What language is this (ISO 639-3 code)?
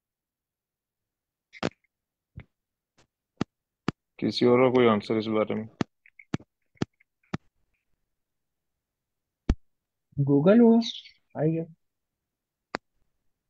hin